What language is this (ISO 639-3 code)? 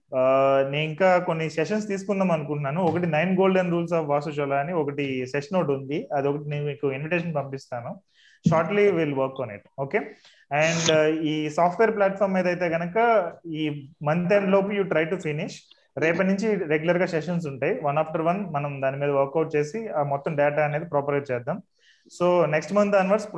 tel